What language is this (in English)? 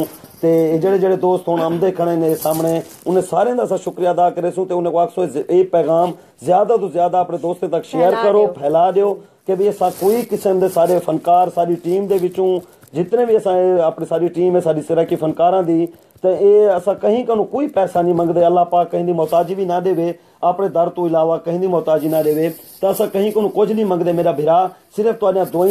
Saraiki